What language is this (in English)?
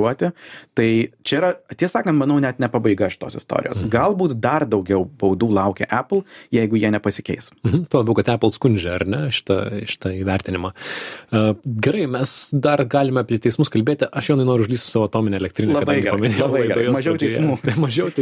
Lithuanian